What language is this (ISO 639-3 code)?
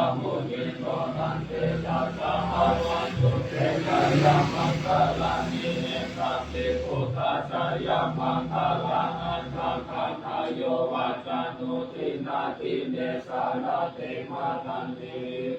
pli